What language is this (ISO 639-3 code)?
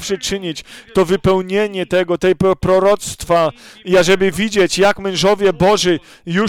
pol